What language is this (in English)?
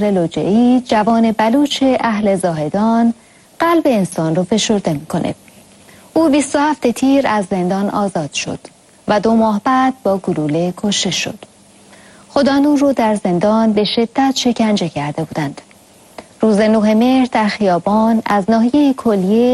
Persian